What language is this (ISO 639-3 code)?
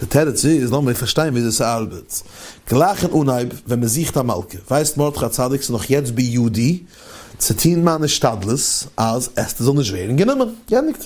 yid